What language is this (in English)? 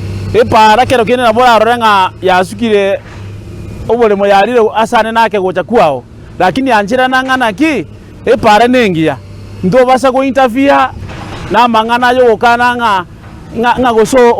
Gusii